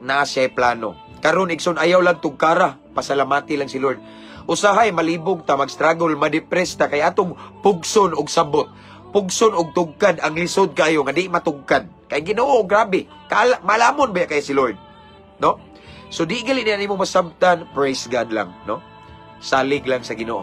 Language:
Cebuano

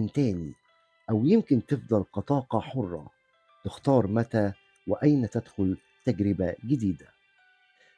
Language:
Egyptian Arabic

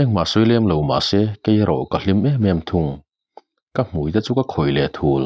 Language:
Mizo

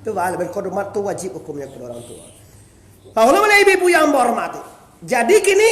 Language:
Minangkabau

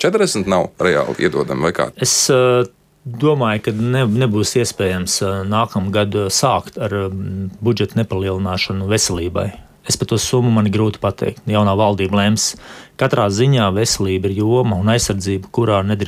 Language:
Latvian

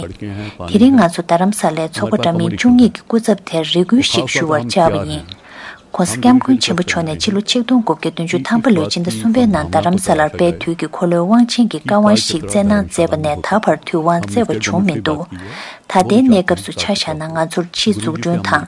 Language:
Tibetan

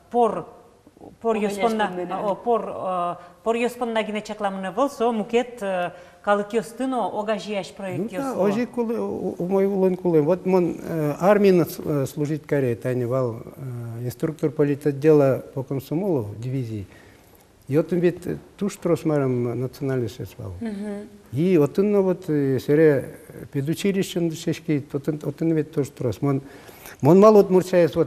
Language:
Udmurt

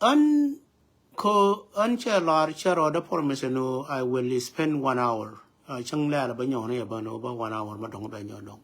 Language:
Nuer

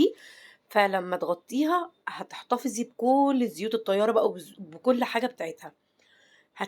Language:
Egyptian Arabic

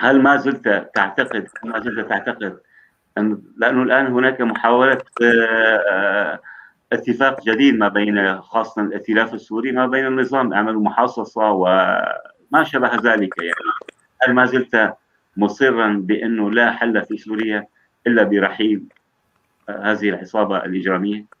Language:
North Levantine Arabic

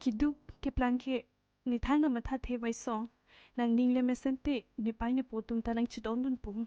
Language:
Karbi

